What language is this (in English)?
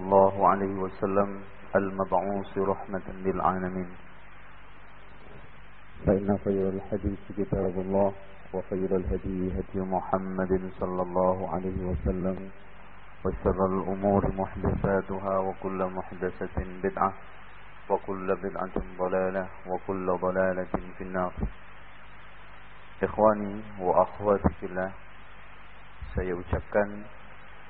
Indonesian